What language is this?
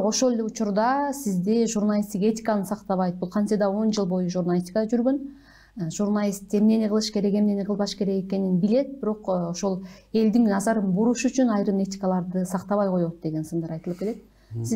Kyrgyz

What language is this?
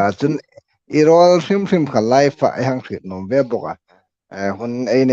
Hmar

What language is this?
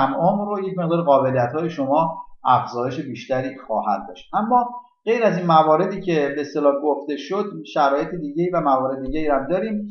Persian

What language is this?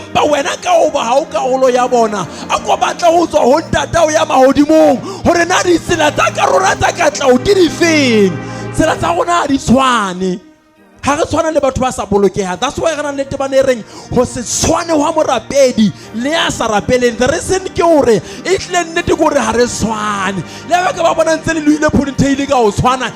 Southern Sotho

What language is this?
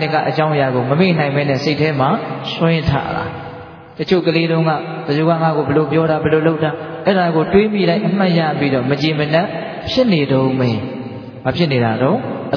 Burmese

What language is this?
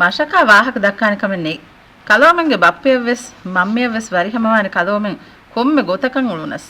Divehi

